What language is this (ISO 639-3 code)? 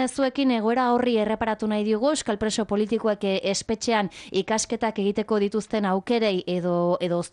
eus